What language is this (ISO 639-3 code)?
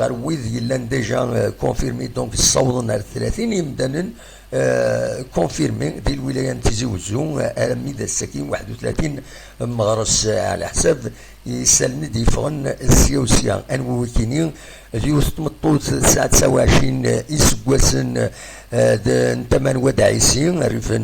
kab